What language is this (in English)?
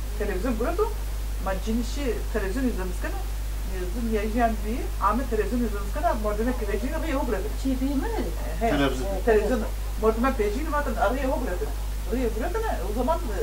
Zaza